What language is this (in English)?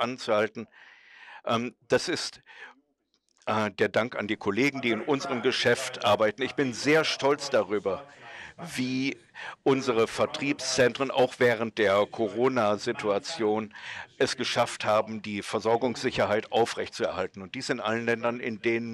German